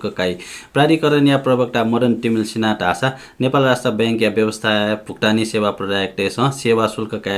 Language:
Newari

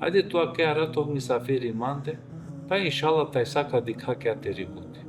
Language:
Balkan Romani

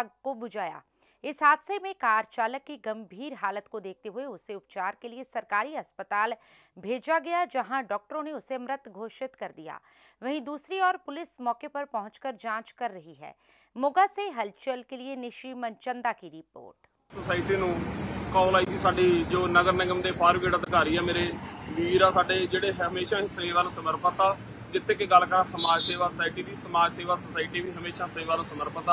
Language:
Punjabi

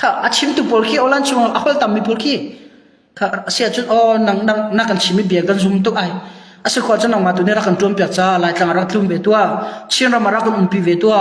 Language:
Hakha Chin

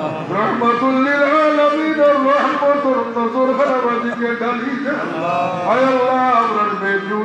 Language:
Sylheti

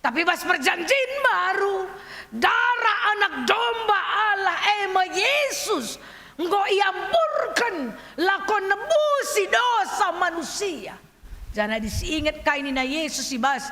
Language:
Batak Karo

